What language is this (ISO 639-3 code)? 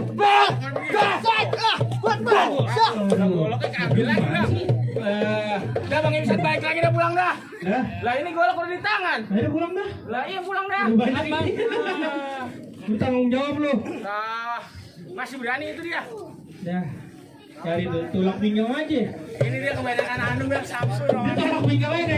bew